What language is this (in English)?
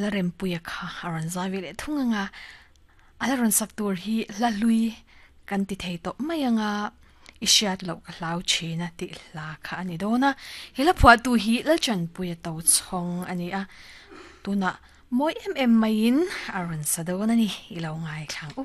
Mizo